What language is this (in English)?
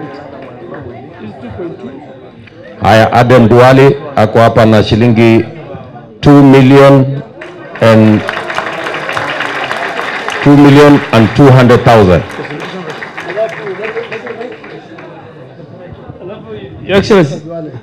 Swahili